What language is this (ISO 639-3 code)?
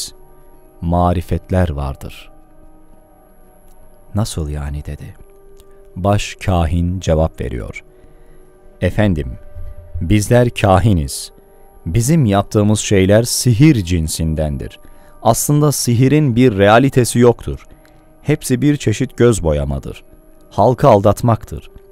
tur